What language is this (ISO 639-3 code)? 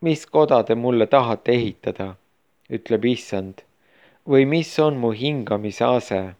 est